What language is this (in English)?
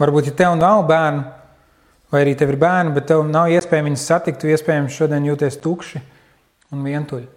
Latvian